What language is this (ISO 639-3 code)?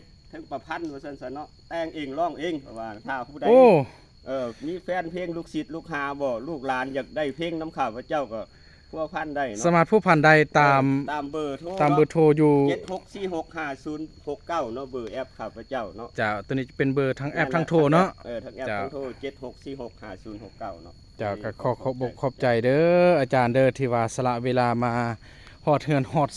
lao